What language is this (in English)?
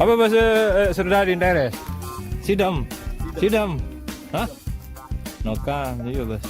Sasak